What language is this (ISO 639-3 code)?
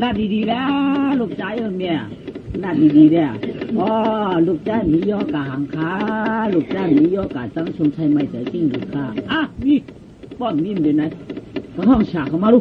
shn